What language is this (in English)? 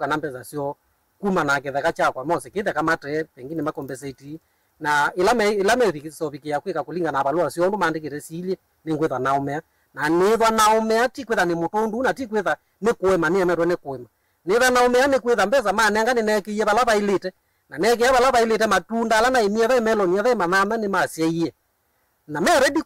Kamba